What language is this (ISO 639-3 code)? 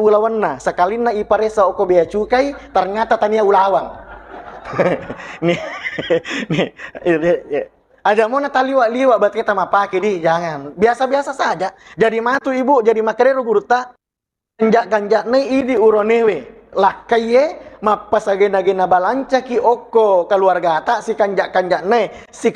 bug